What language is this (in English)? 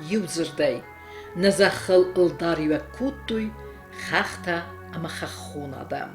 Ossetic